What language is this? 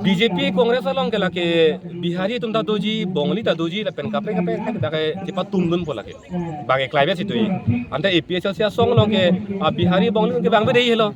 Karbi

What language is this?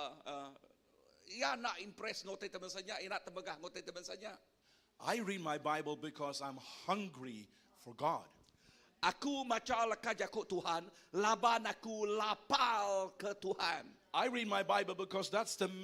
Iban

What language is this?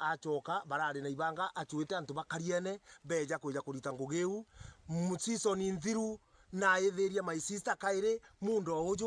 Meru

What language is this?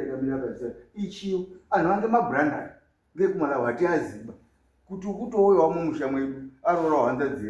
Shona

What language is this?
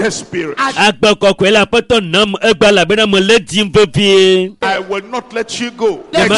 Ewe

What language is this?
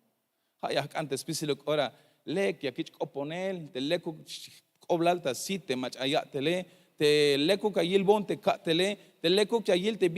Tzeltal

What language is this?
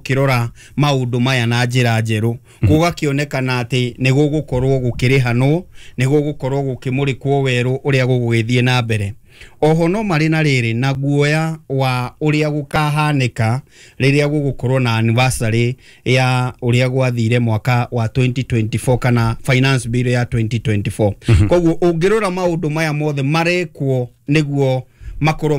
Kikuyu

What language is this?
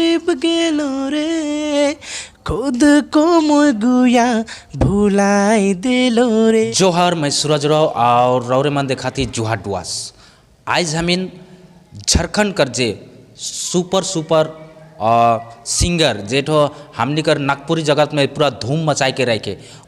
Sadri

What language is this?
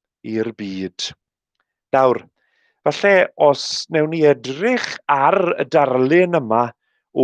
Welsh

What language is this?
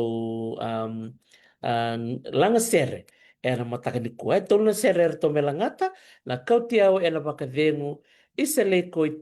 Fijian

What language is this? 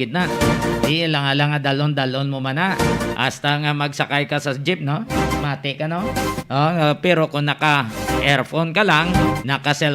Hiligaynon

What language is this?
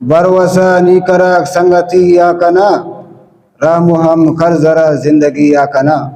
Brahui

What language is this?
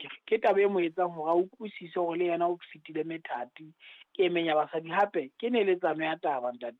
Southern Sotho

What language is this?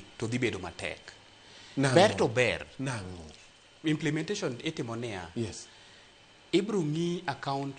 Luo (Kenya and Tanzania)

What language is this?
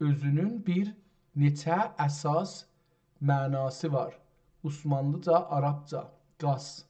South Azerbaijani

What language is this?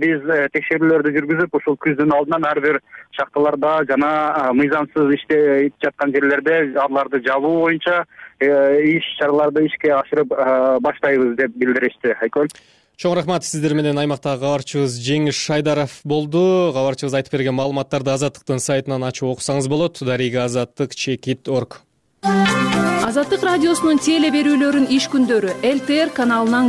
Kyrgyz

